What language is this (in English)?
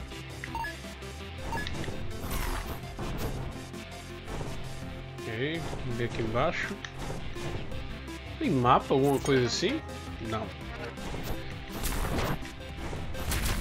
Portuguese